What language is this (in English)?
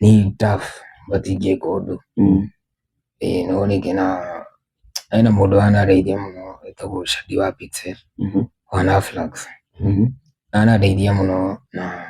Kikuyu